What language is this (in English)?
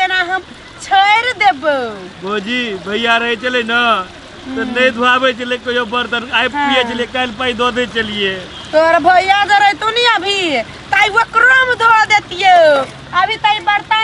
Maithili